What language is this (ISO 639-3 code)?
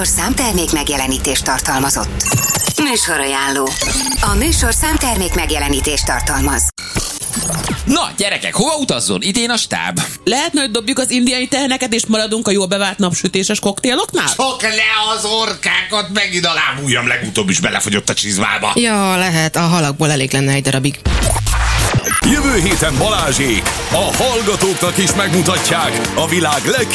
hun